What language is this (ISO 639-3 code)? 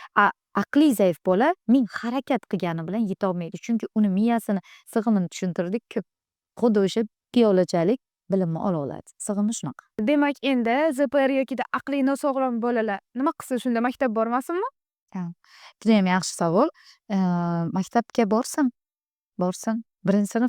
uzb